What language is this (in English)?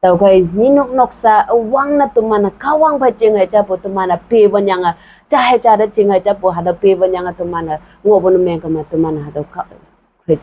Konyak Naga